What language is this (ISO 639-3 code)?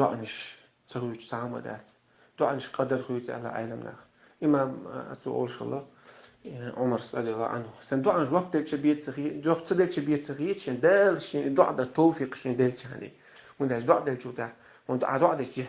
che